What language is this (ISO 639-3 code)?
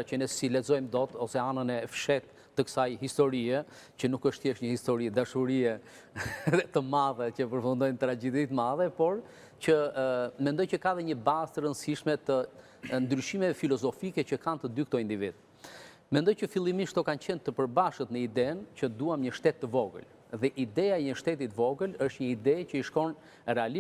sqi